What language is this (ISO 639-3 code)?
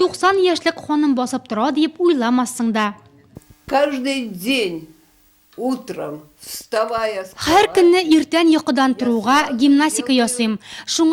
tat